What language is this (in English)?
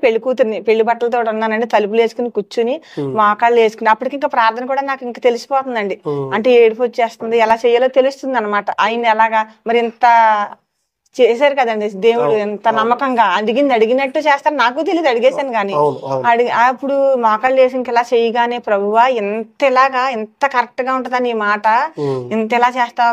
Telugu